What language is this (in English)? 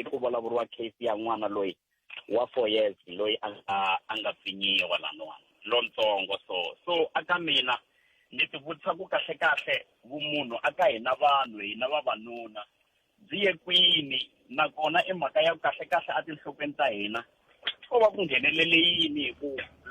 Tsonga